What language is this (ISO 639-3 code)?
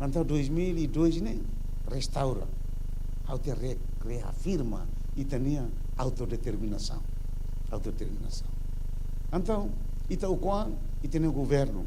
tet